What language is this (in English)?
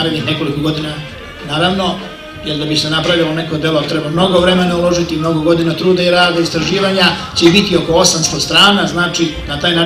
Serbian